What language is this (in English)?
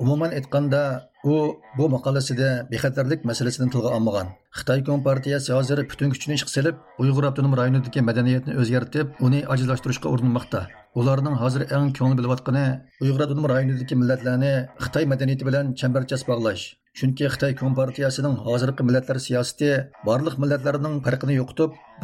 Uyghur